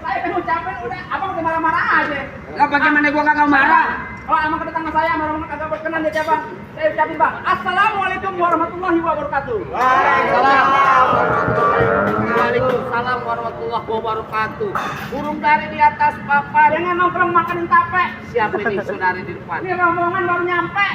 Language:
Betawi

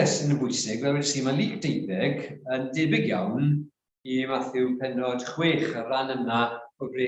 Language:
Welsh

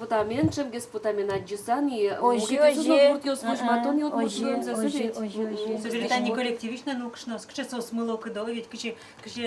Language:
Udmurt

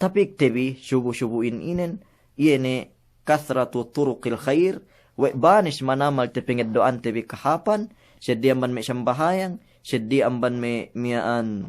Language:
Yakan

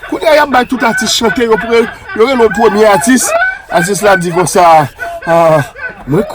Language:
Haitian Creole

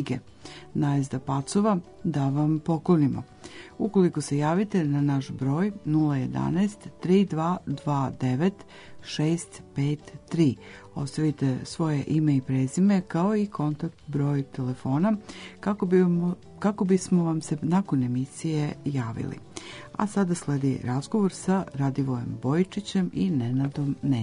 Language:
Serbian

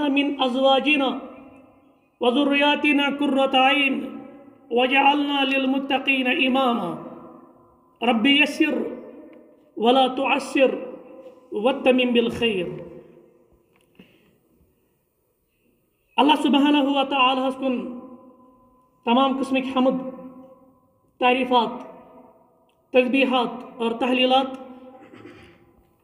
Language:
Kashmiri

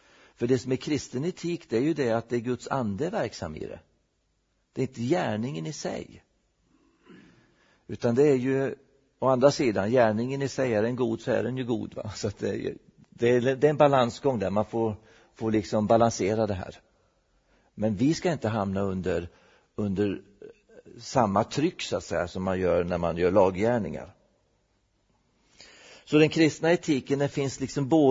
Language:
Swedish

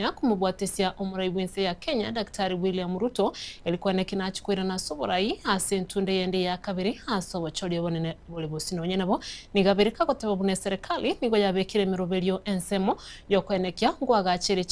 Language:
Gusii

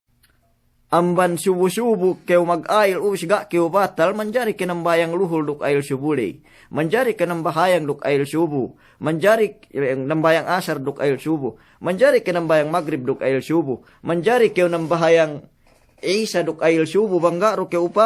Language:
Yakan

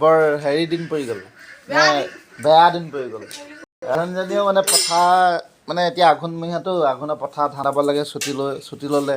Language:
Assamese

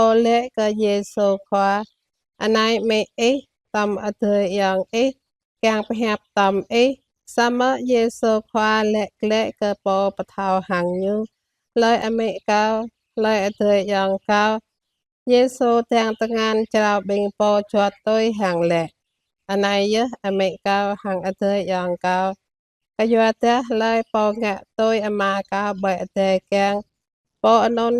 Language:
Jarai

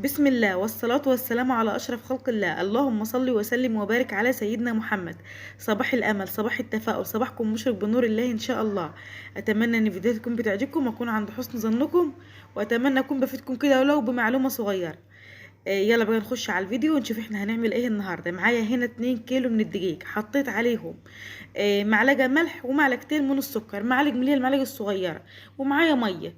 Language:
Egyptian Arabic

